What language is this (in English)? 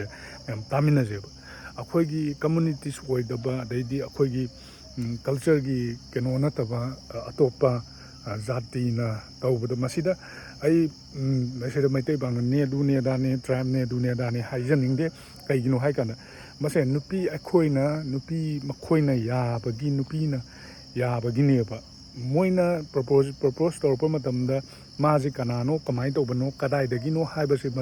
Manipuri